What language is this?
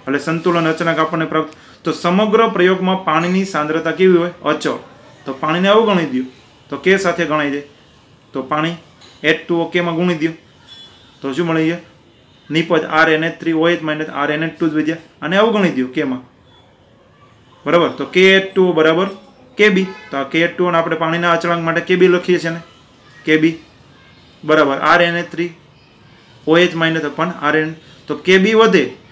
Gujarati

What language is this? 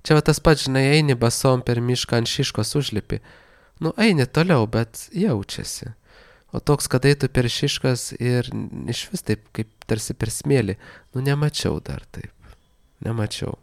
Lithuanian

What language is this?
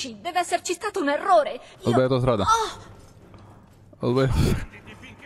Italian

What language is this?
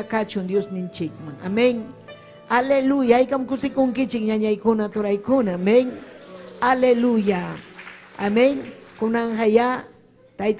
Ayacucho Quechua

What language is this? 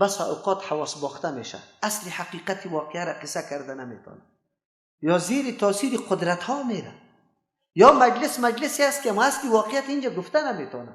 Persian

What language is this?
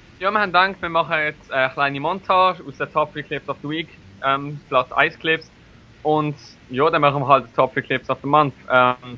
Swiss German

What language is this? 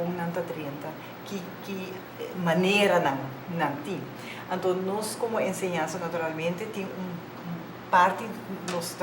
Papiamento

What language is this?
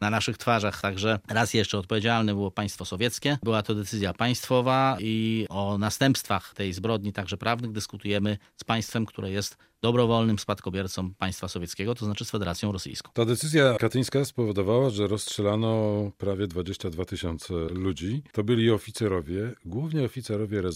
Polish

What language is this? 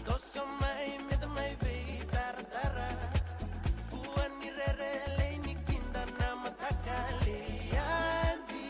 Fijian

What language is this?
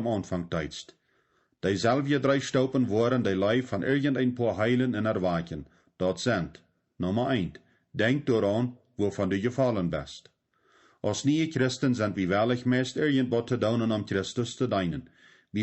Plautdietsch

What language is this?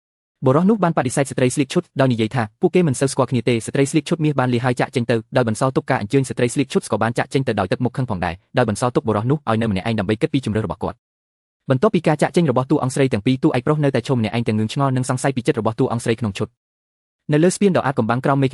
Khmer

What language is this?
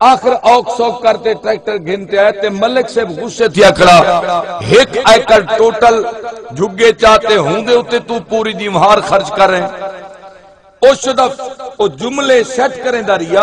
Saraiki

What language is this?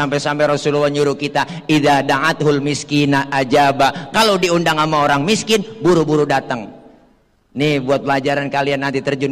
Betawi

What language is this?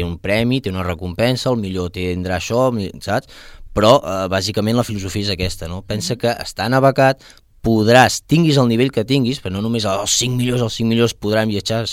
Catalan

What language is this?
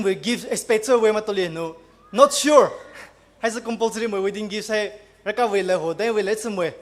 Poumei Naga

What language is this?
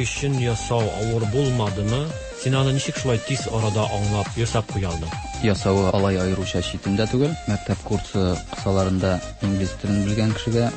Tatar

